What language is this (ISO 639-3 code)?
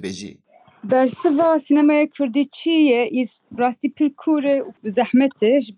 kur